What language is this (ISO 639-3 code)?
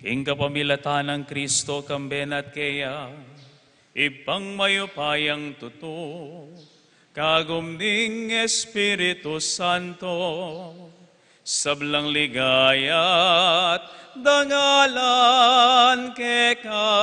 pam